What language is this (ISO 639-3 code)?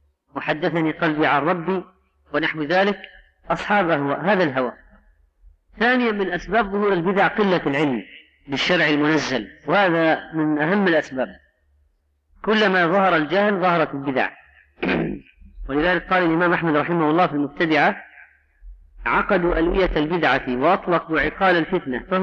ara